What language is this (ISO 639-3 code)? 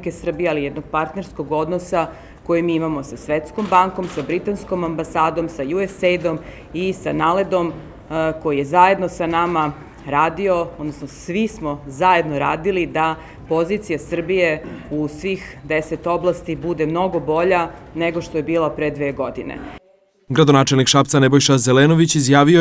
srp